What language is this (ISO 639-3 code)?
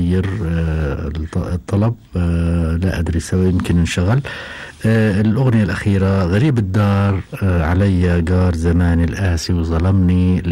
afb